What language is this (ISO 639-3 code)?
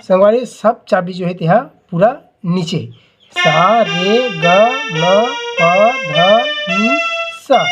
hne